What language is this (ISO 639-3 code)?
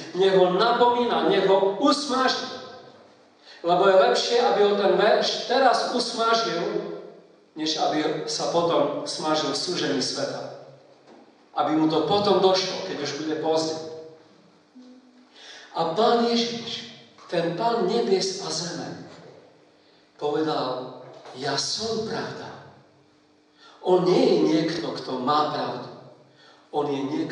slk